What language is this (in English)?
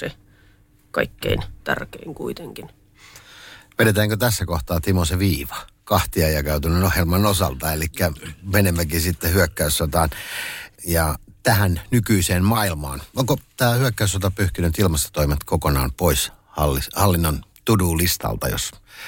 Finnish